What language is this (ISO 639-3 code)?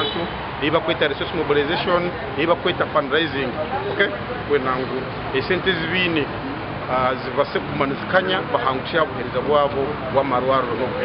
nyn